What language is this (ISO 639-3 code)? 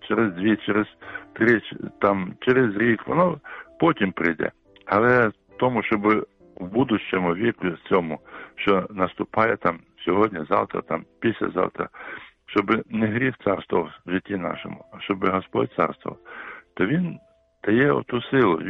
ukr